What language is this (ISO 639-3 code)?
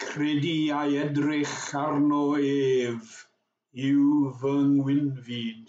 cym